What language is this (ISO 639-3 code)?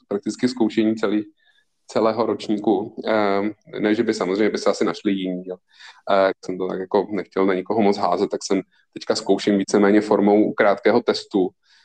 ces